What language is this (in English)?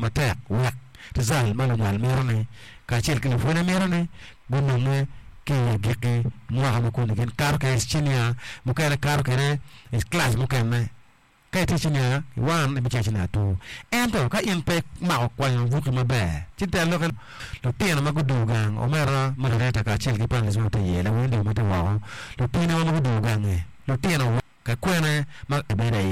Acoli